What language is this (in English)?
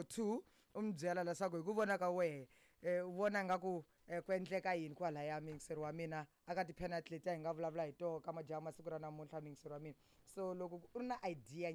Tsonga